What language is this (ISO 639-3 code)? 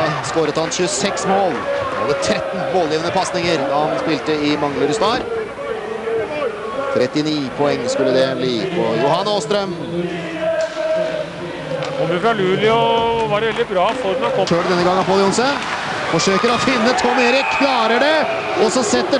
nor